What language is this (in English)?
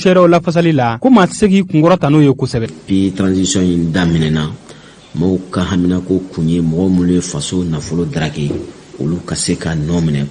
Bambara